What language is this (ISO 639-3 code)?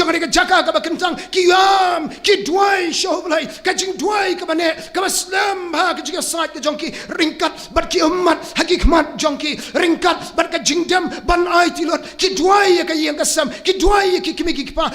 kha